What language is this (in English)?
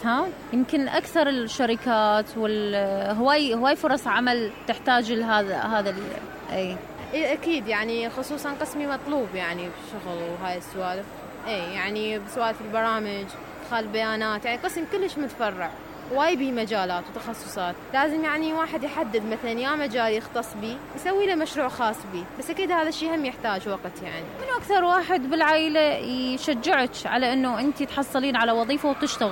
Mesopotamian Arabic